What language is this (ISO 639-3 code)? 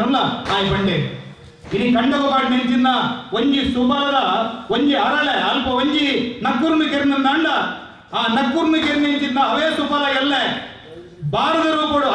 tcy